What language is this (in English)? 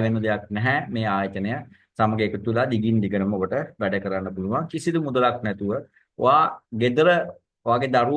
Sinhala